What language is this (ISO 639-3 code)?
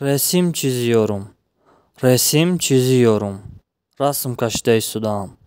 tgk